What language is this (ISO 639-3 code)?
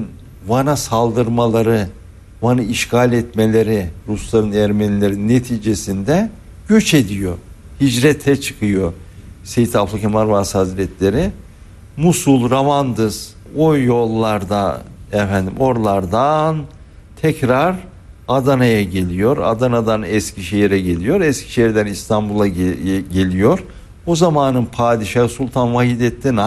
tur